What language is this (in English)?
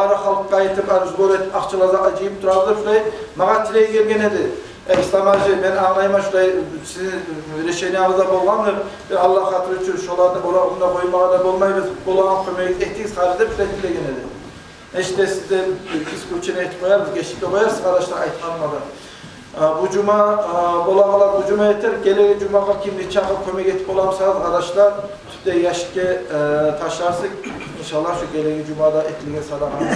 Kumyk